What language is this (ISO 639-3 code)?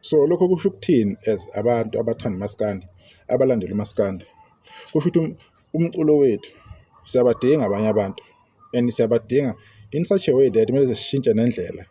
zul